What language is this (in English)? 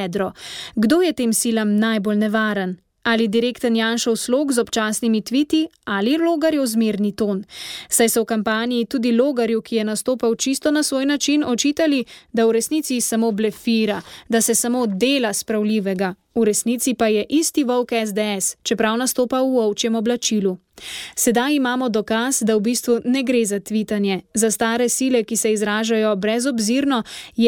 Slovenian